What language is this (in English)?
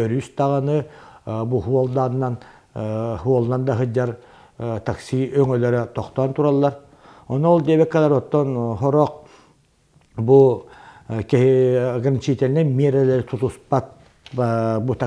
Yakut